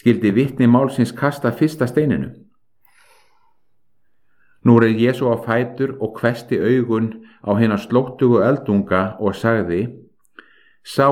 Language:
Icelandic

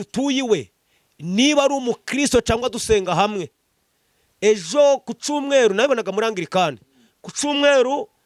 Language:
Kinyarwanda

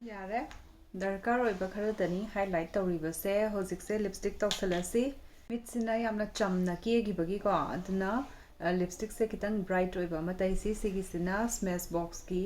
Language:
Manipuri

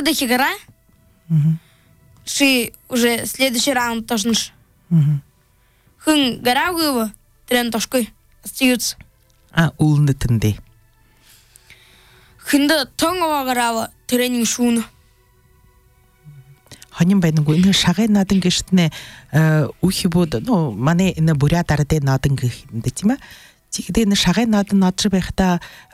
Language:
Buriat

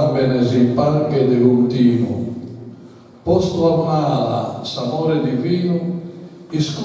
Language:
Sardinian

